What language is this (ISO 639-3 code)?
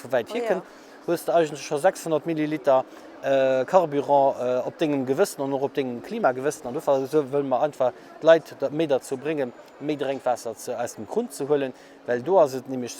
ltz